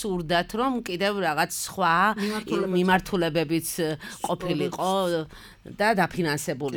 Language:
Georgian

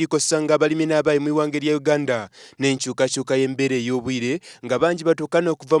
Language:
Soga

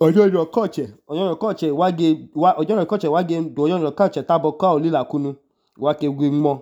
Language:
Idoma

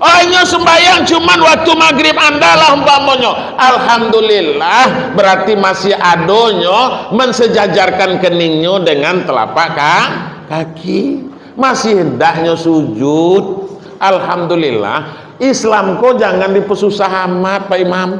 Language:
Minangkabau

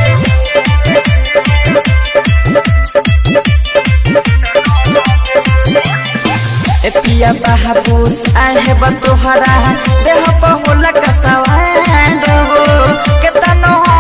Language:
Bhojpuri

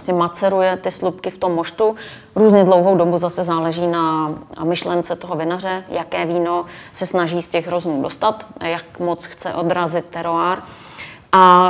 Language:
Czech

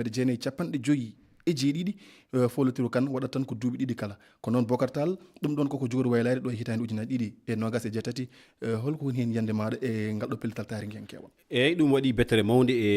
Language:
Fula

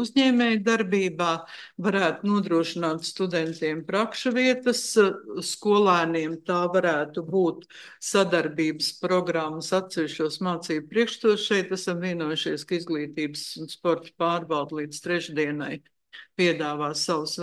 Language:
Latvian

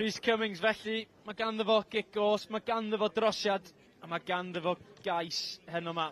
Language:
Welsh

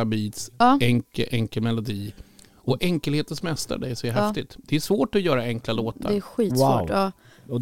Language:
Swedish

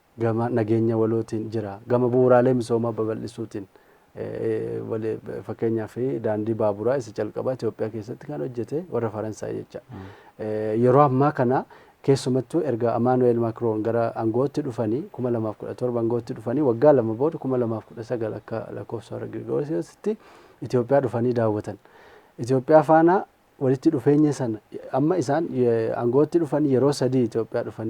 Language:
Oromo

